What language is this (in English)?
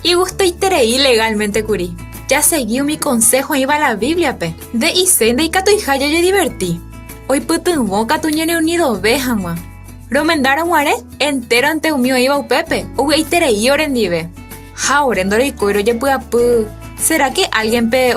Guarani